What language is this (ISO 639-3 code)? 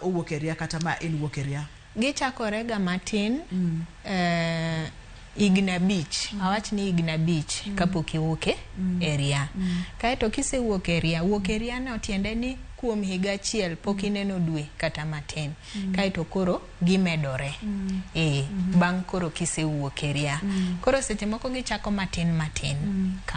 luo